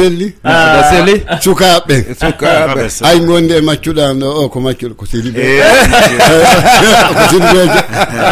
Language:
Bambara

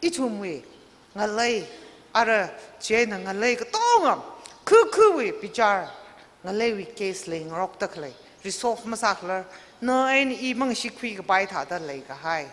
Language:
Tangkhul Naga (India)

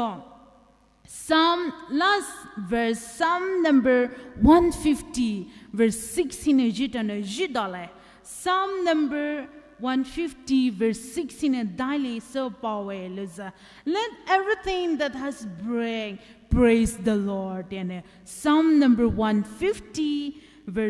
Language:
Poumei Naga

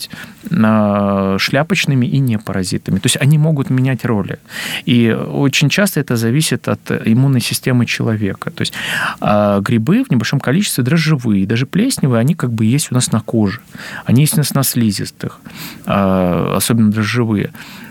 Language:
Russian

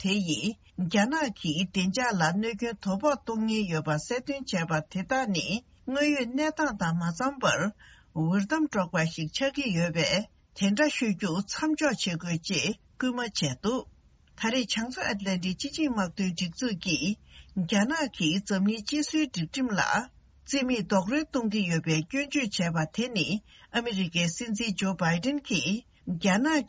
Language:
Tibetan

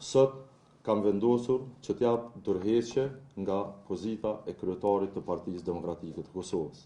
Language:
Albanian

